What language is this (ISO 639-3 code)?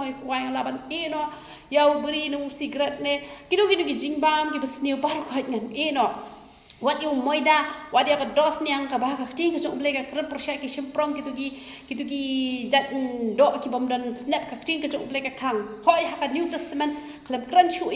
kha